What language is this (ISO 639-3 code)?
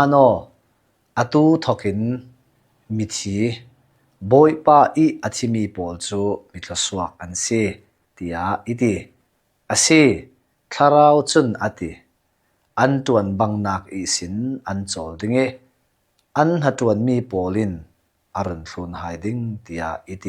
cnh